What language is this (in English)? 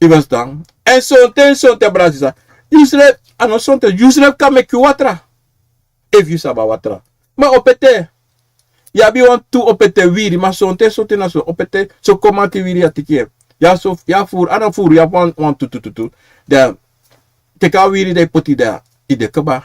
Sranan Tongo